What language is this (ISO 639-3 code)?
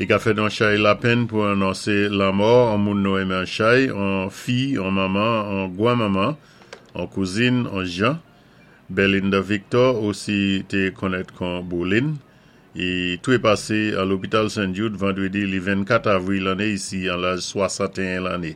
acf